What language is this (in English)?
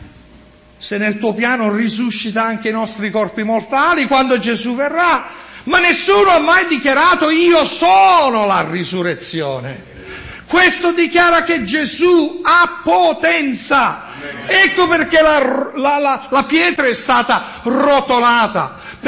Italian